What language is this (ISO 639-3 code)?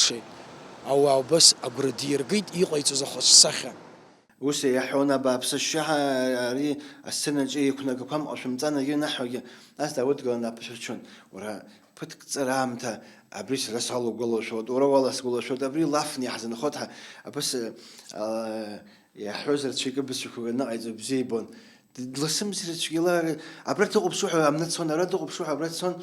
abk